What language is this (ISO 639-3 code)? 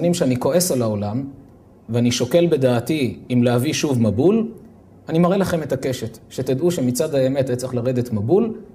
heb